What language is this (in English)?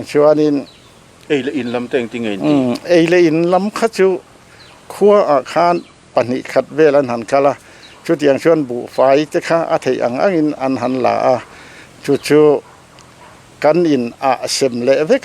Mizo